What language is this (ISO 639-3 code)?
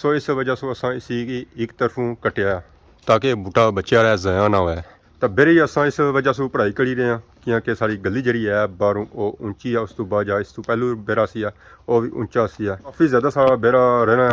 phr